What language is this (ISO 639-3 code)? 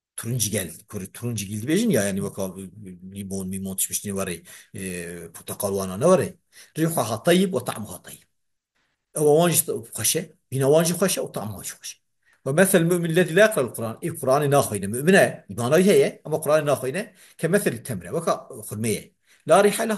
kur